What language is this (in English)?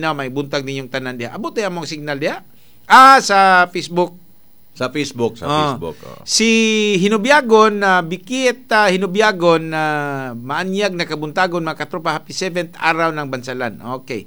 Cebuano